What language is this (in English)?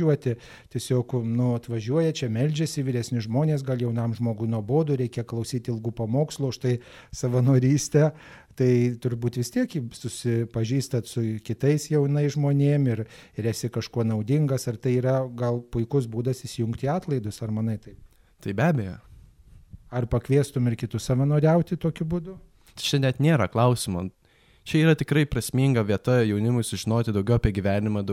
Lithuanian